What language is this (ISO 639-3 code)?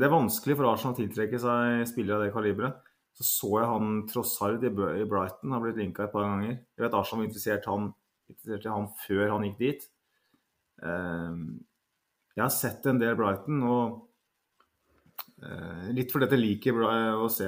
nor